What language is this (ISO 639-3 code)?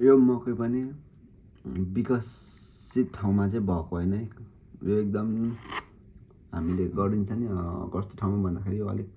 nep